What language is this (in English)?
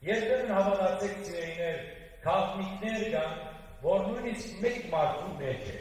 Western Armenian